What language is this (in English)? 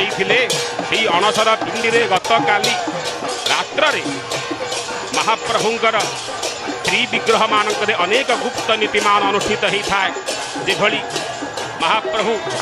Odia